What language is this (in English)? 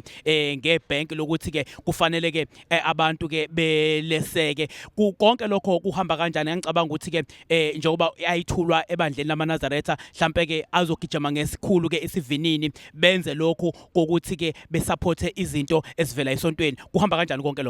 Zulu